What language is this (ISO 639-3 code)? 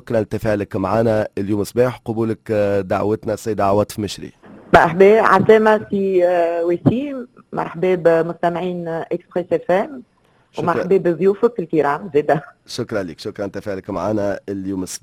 aeb